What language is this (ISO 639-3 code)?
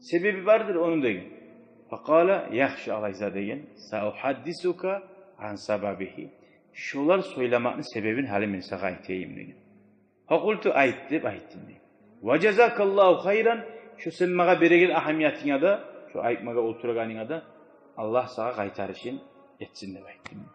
kum